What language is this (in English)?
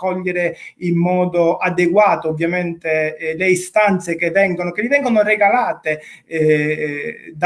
Italian